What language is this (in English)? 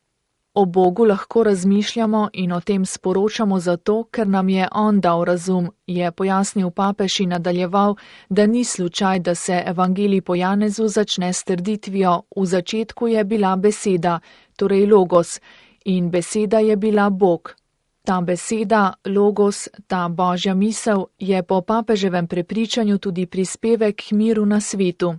Slovenian